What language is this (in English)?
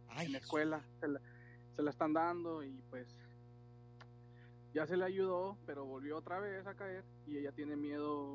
Spanish